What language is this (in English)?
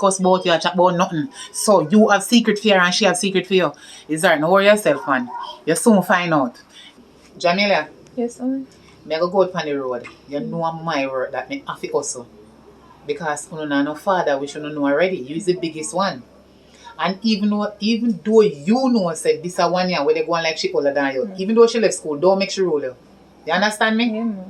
Jamaican Creole English